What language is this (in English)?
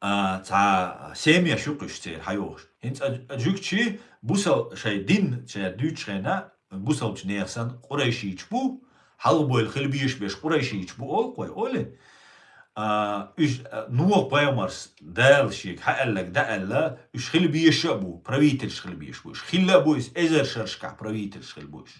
Chechen